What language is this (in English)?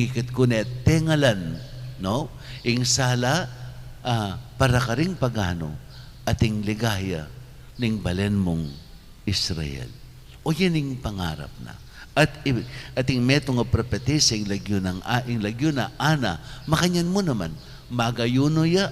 Pampanga